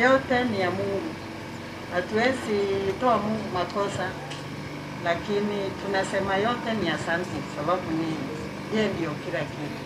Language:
Gusii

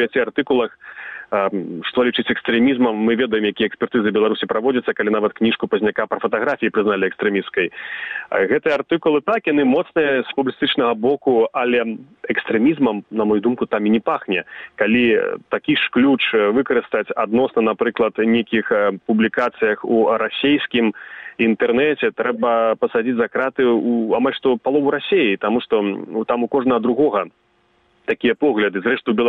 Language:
Belarusian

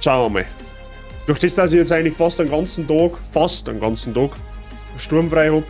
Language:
Bavarian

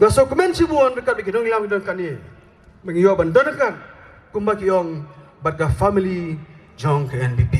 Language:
Khasi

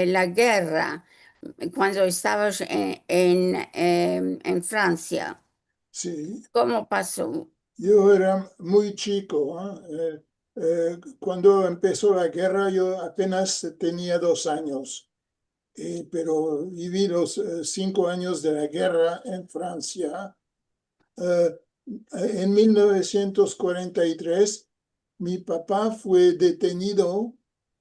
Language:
Ladino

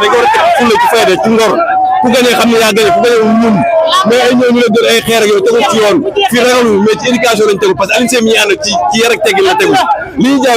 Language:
Wolof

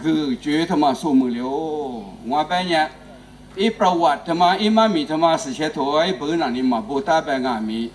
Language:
Lisu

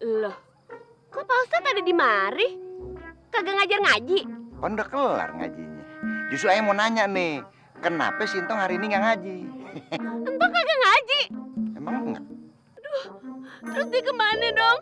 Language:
Betawi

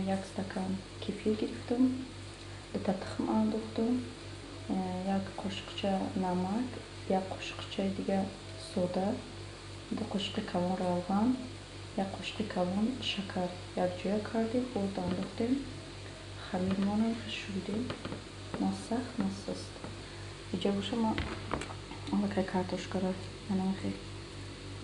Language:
Tajik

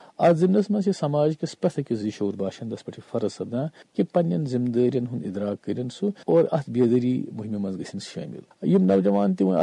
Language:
Kashmiri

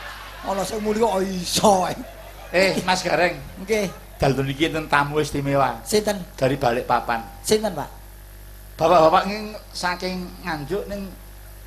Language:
Javanese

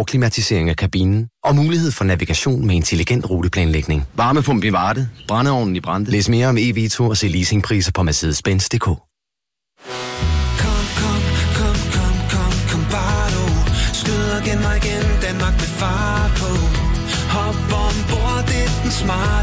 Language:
Danish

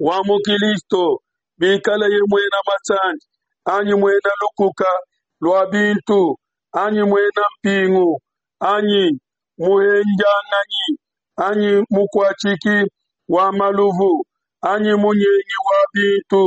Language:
Luba-Lulua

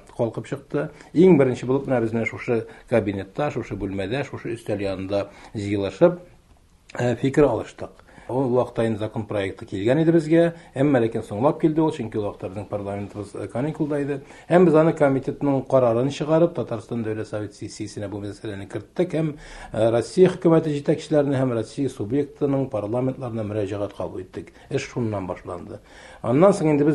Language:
Tatar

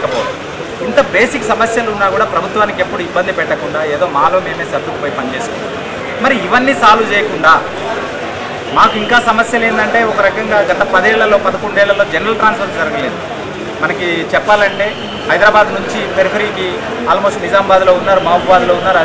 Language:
Telugu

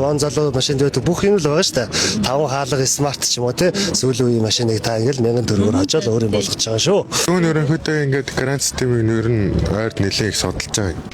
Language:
Mongolian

